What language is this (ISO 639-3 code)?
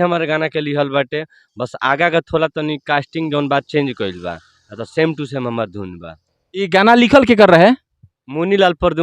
bho